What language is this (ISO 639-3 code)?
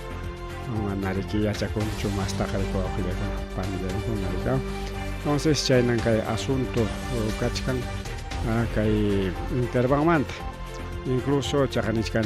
quy